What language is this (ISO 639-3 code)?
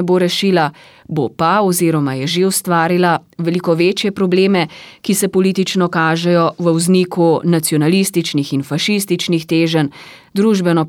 slv